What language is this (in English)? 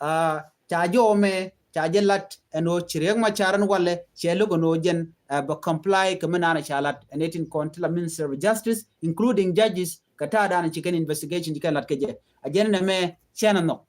Nuer